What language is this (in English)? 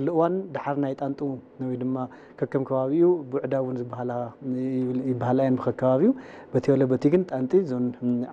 Tigrinya